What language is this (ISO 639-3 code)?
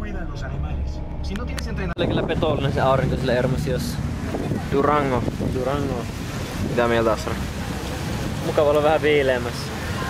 fin